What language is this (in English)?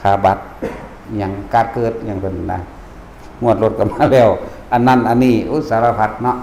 Lao